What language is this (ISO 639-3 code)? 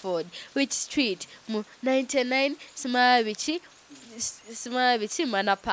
lug